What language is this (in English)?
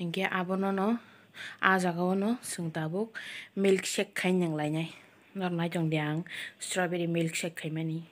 Kok Borok